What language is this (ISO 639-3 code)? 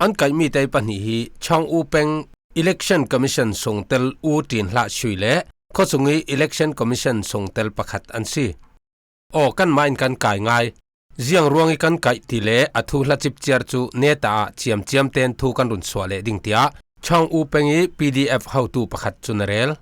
cfm